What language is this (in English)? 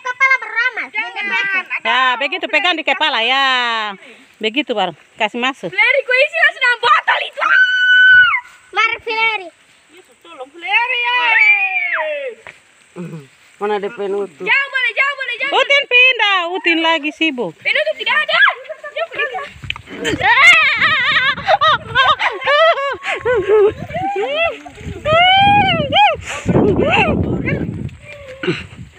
Indonesian